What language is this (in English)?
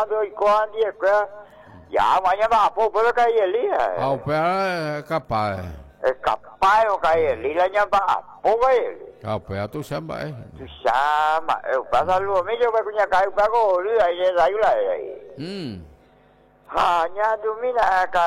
Guarani